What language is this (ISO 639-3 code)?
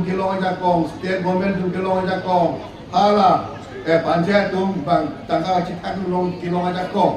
mjw